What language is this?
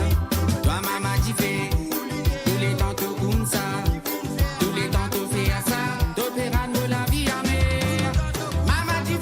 Morisyen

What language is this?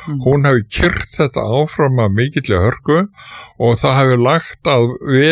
Icelandic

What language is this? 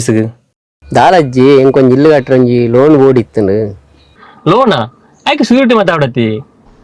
Tulu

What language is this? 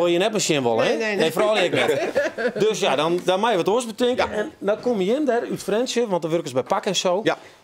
Western Frisian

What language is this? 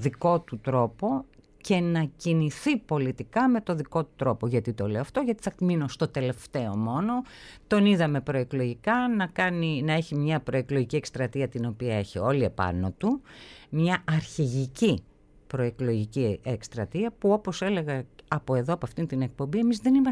Greek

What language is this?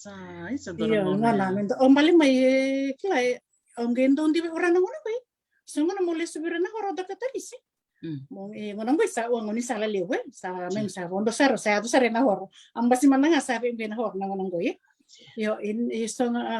Fijian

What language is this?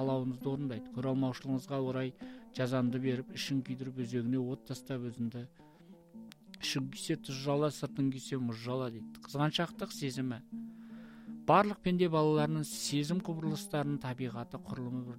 Kazakh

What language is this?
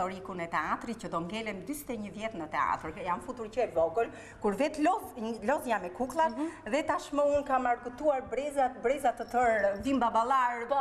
Albanian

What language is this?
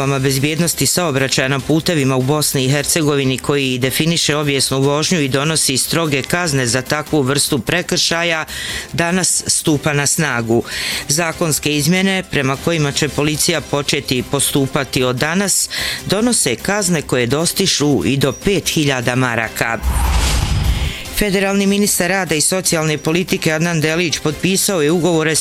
Bosnian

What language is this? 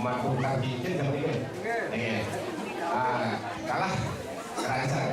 Balinese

